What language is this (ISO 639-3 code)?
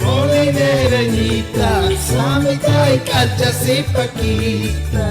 quh